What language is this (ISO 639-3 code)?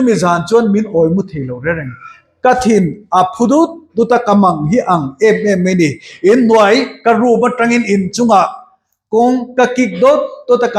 lus